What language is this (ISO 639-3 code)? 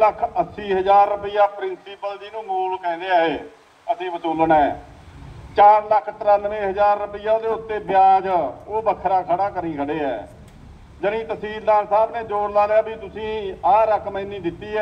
pan